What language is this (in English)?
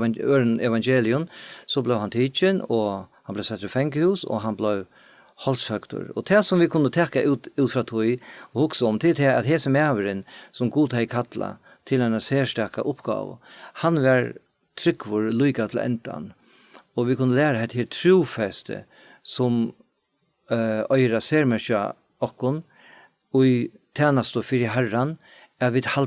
Faroese